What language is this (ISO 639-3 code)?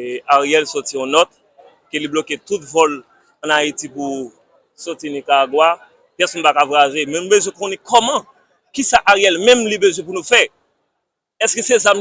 hat